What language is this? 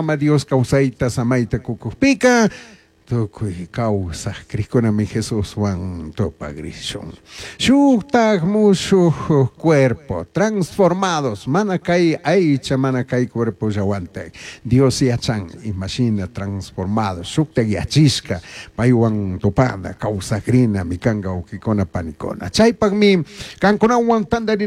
Chimborazo Highland Quichua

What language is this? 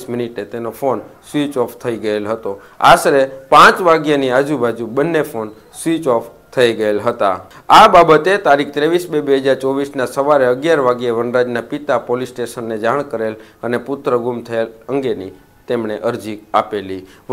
Gujarati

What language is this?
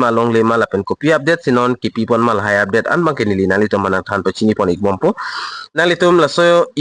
Karbi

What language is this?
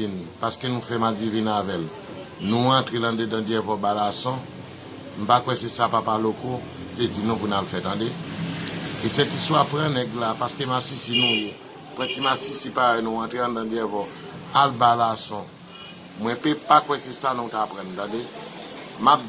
Haitian Creole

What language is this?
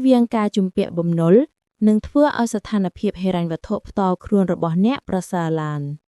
Khmer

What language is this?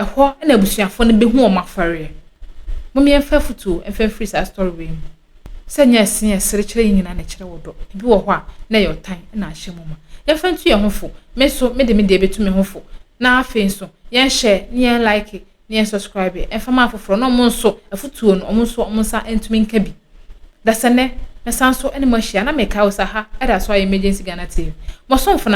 Akan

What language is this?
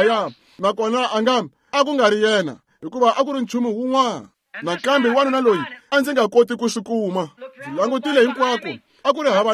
Tsonga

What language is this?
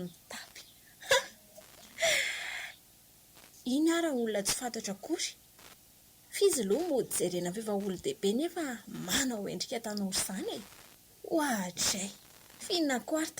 Malagasy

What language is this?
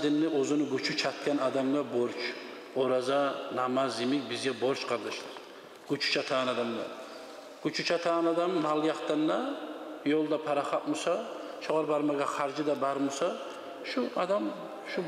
Kumyk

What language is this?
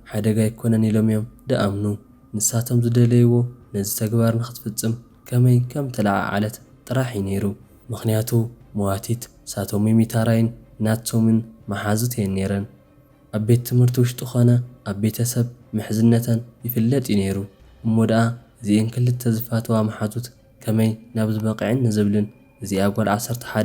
Tigrinya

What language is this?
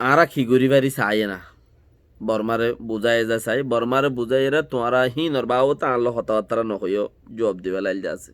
Rohingya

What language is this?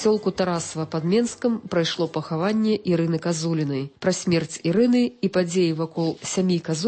Belarusian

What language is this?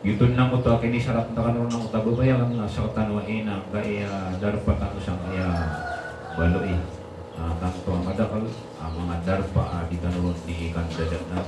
Maranao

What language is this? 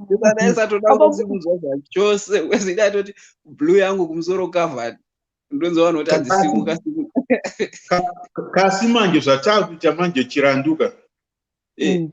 Shona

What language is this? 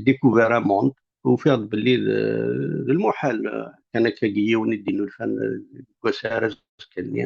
Kabyle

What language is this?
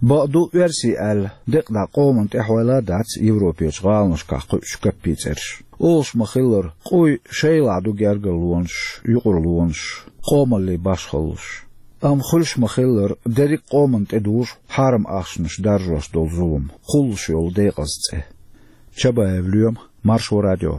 Chechen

